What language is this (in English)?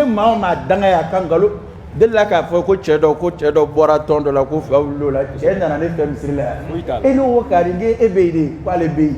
Dyula